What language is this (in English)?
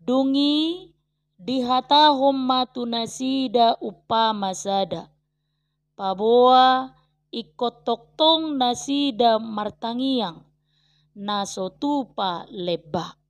Batak Toba